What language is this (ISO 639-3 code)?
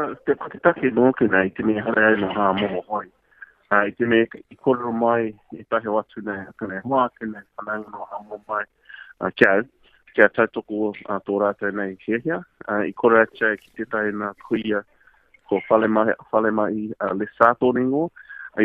mri